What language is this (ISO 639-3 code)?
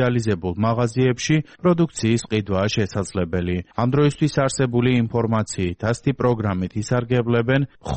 kat